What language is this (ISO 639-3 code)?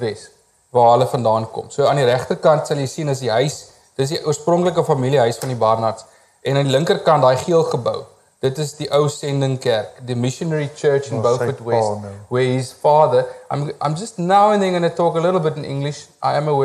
afr